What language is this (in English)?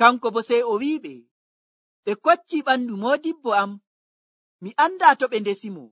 Nigerian Fulfulde